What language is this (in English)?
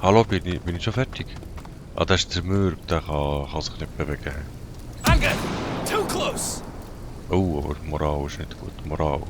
Swiss German